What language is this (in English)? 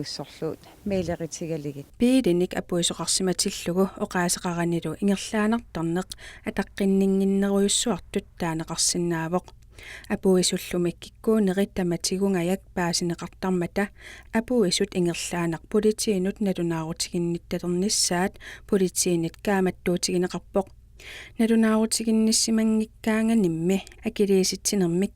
Kalaallisut